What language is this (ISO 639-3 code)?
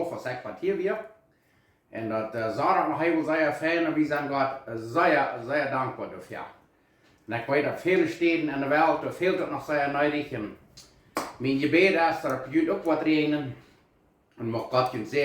pdt